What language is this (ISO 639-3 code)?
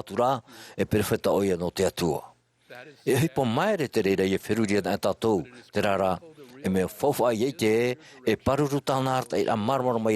tah